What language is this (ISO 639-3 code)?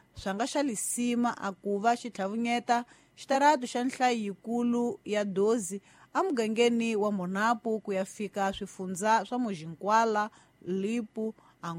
tso